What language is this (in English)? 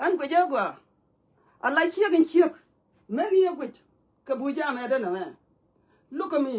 Nuer